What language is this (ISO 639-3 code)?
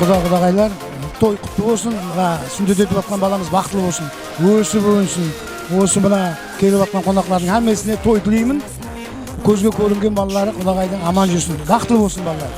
kaa